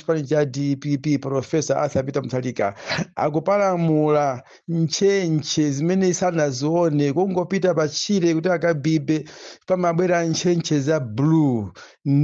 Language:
Nyanja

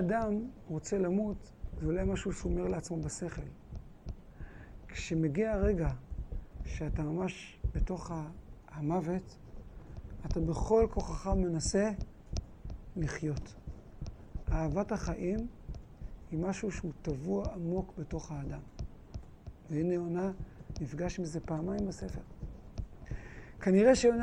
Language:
Hebrew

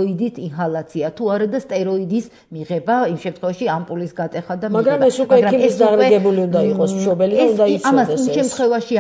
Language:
Georgian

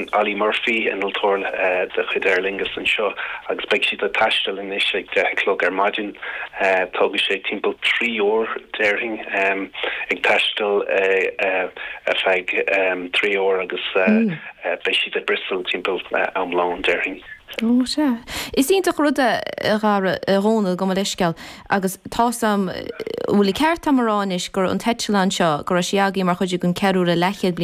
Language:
Irish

